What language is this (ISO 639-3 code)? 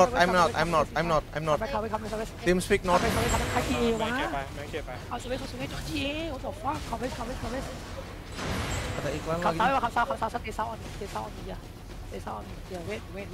tha